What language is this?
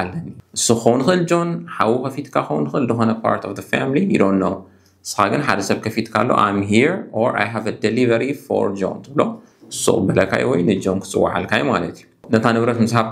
Tigrinya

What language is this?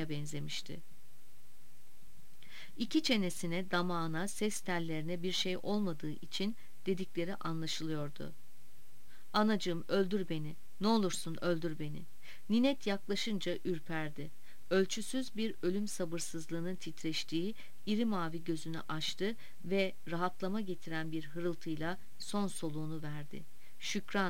Turkish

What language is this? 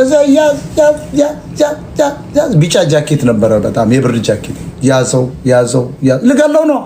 Amharic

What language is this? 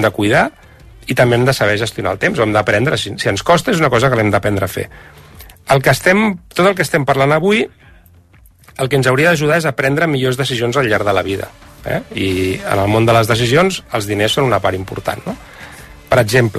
Catalan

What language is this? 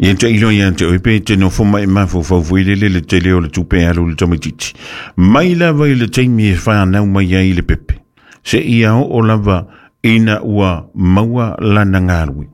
Samoan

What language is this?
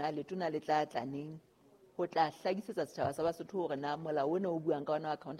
Southern Sotho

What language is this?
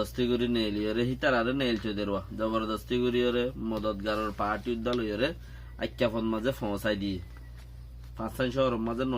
Rohingya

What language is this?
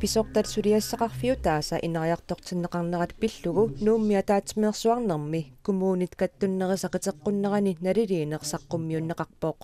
Kalaallisut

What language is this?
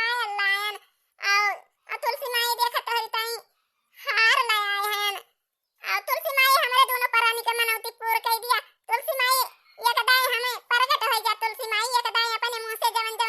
Awadhi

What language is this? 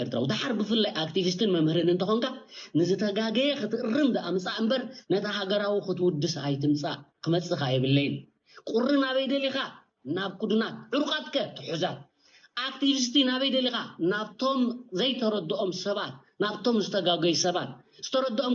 Tigrinya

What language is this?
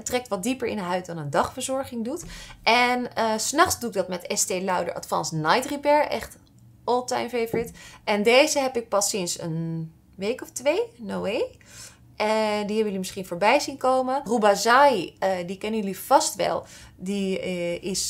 Dutch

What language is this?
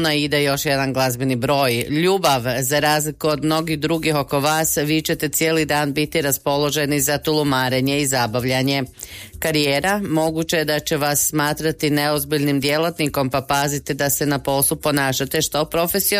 Croatian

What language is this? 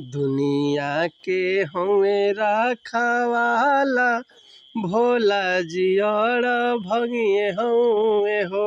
Bhojpuri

